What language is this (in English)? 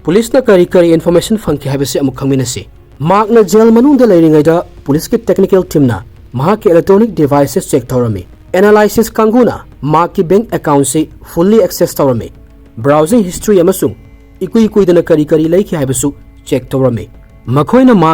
Manipuri